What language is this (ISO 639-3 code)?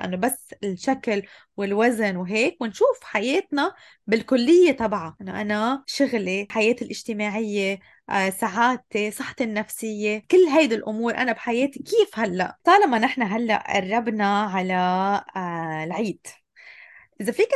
apc